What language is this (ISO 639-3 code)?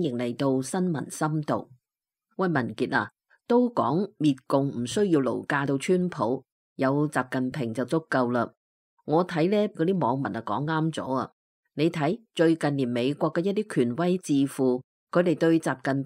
yue